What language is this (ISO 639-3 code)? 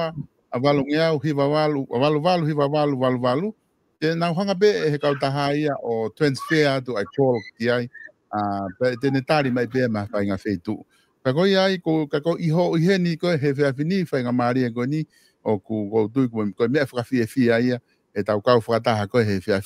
ton